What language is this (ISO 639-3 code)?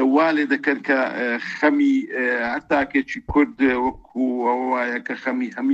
ckb